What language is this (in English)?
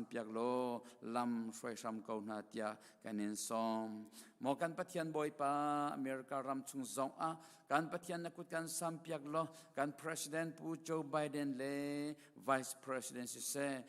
Hakha Chin